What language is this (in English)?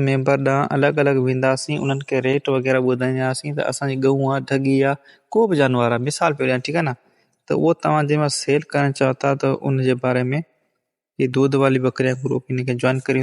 Sindhi